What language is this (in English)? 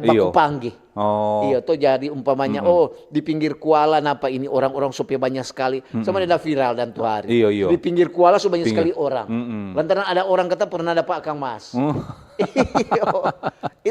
Manado Malay